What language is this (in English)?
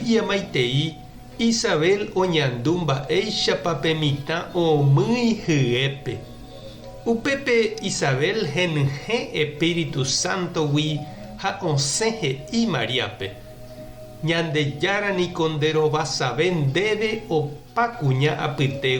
Guarani